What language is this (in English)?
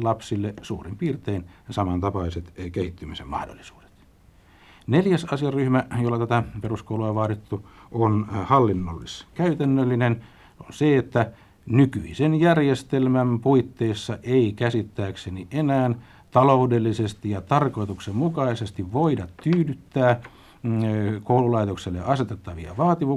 Finnish